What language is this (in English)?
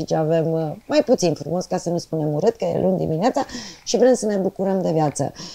Romanian